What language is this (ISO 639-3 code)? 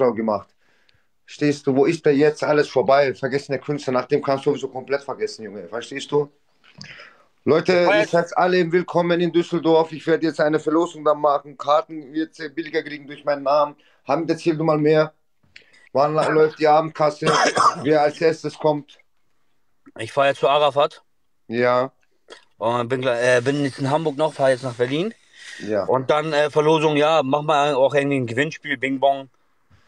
deu